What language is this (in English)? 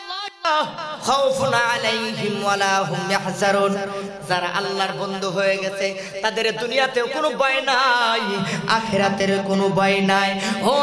Bangla